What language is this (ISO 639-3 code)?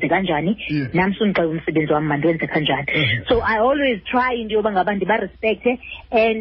xho